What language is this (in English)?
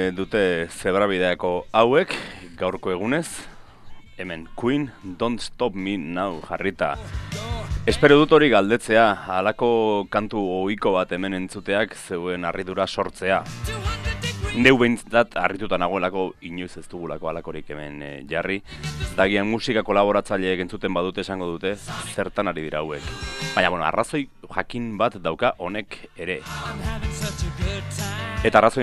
Basque